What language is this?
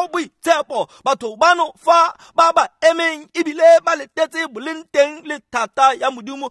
Tswana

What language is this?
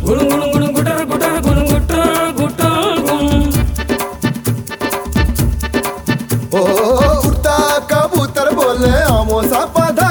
Hindi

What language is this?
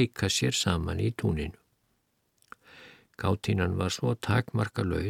Icelandic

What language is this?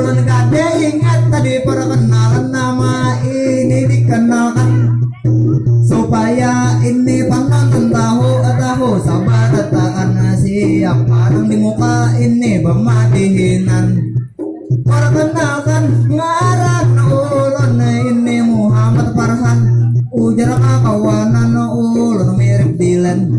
Banjar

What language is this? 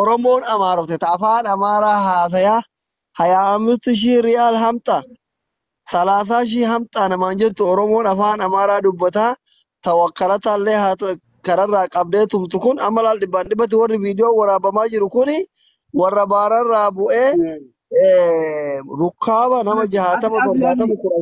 Oromo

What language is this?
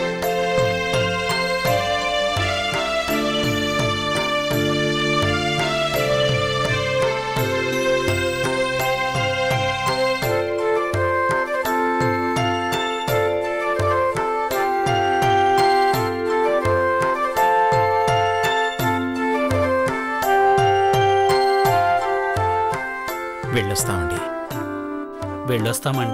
Telugu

